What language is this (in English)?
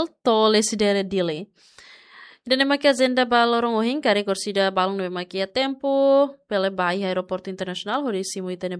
Tetum